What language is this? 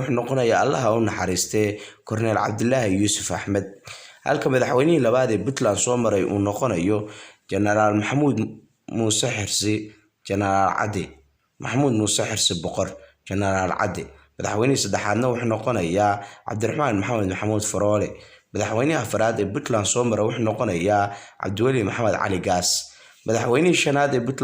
Somali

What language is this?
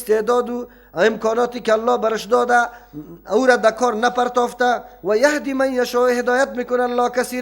Persian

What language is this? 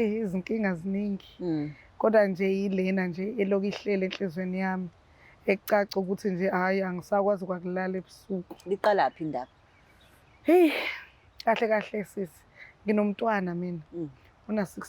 Zulu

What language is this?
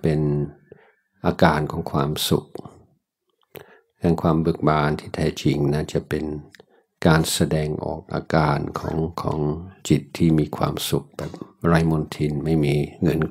Thai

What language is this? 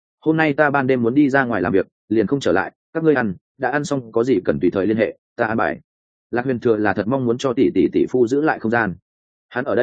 Vietnamese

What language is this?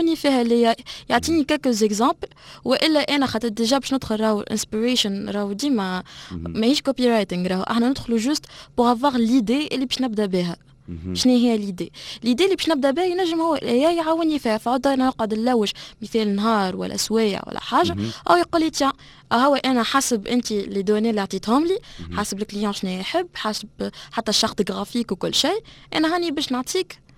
Tunisian Arabic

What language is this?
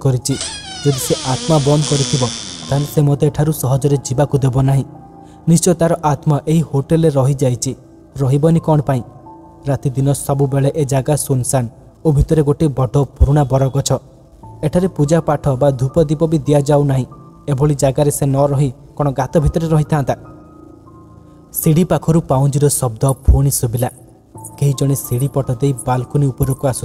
Odia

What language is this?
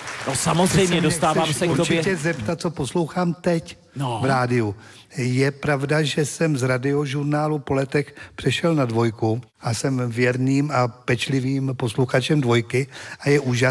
Czech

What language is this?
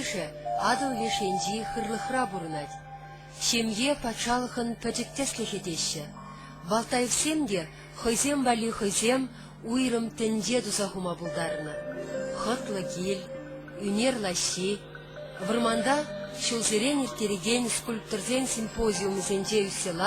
Chuvash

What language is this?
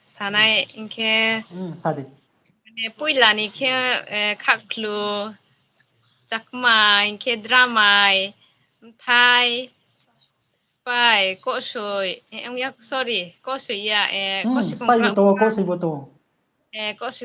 Riang (India)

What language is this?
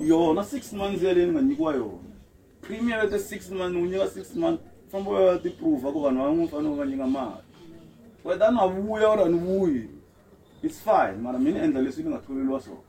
Tsonga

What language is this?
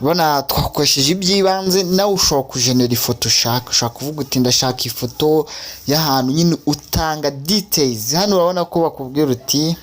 Kinyarwanda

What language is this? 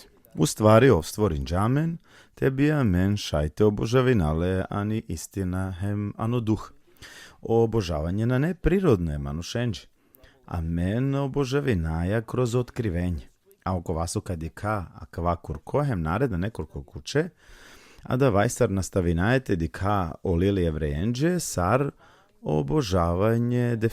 Balkan Romani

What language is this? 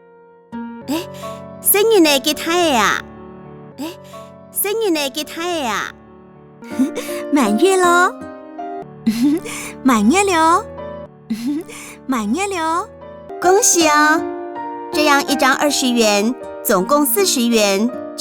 Hakka Chinese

